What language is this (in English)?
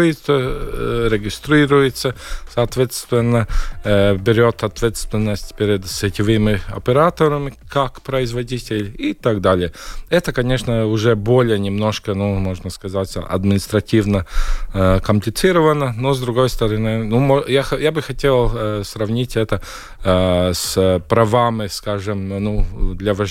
Russian